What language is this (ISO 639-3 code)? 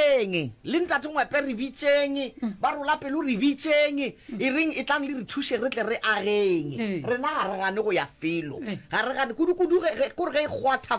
nso